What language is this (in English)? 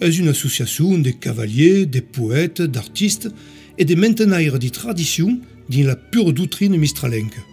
Occitan